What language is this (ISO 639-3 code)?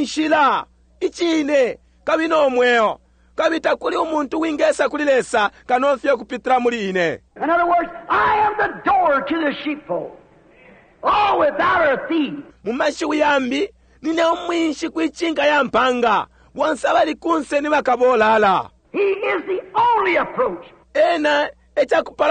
bem